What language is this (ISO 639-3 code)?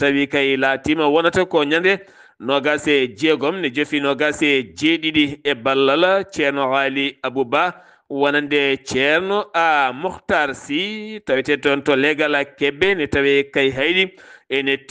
ful